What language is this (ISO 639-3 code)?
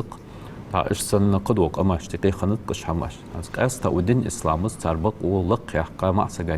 inh